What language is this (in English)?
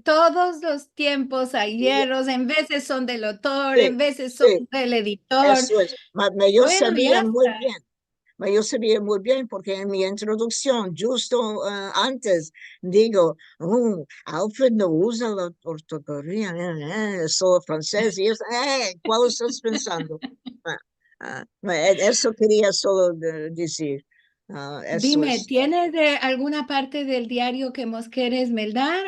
Ladino